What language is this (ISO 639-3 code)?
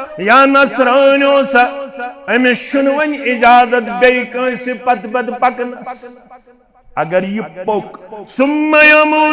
kas